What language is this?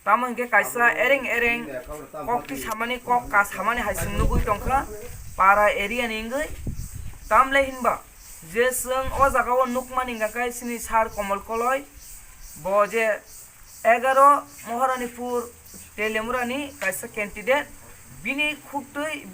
Kok Borok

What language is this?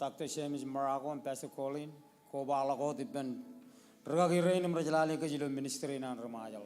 Marshallese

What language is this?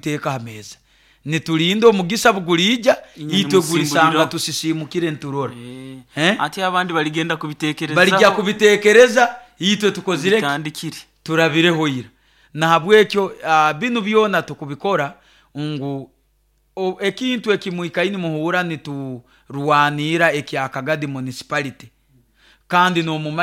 Nyoro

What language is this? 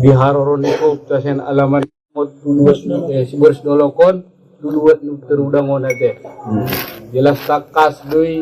Batak Angkola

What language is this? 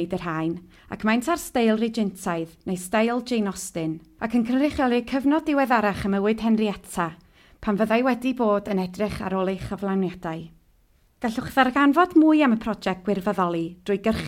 Welsh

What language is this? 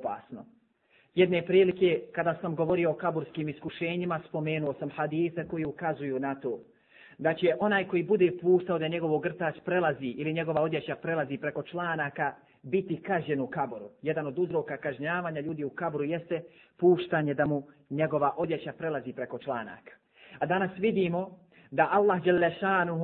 Bosnian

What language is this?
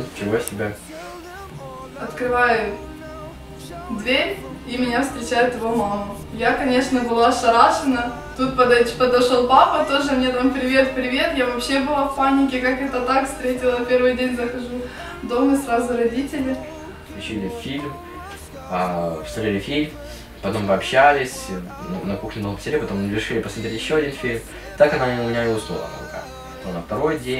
Russian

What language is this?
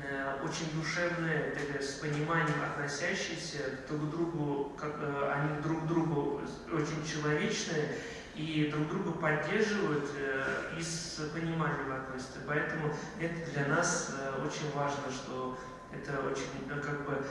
Tatar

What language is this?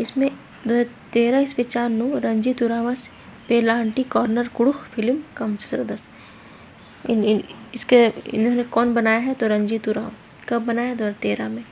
Kurukh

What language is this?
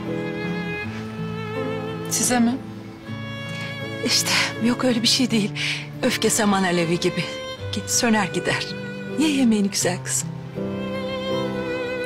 Turkish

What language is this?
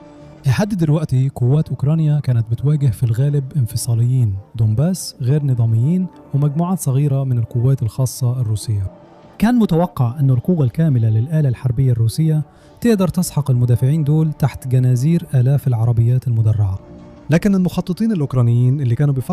Egyptian Arabic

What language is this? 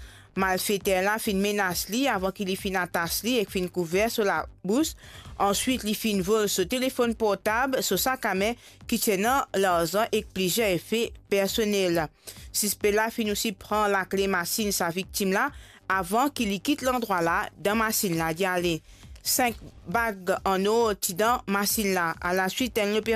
Morisyen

